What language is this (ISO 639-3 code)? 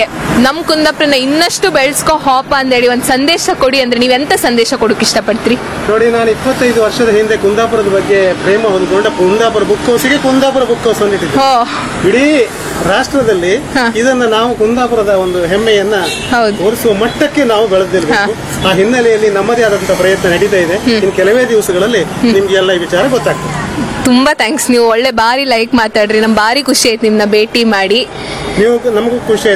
kan